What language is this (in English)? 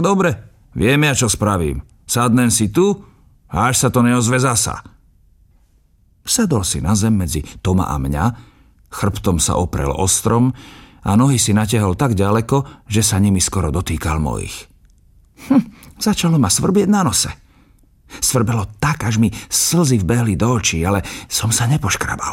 Slovak